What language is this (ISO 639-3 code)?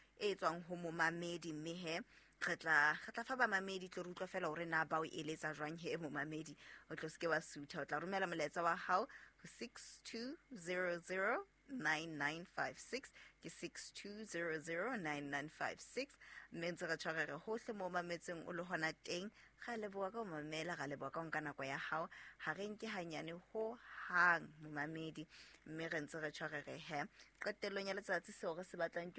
sot